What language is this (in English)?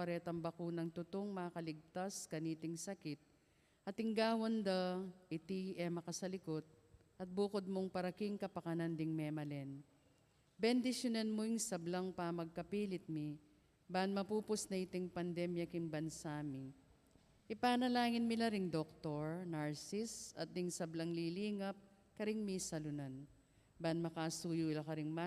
Pampanga